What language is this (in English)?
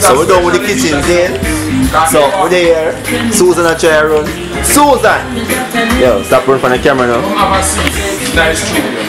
Jamaican Creole English